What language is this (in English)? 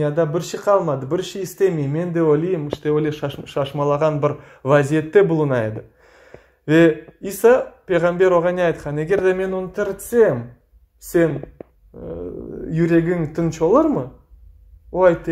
Crimean Tatar